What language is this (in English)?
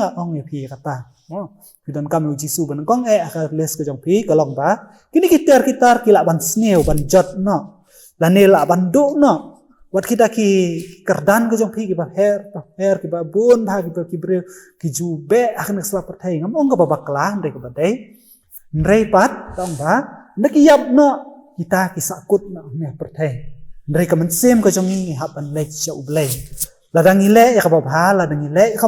Khasi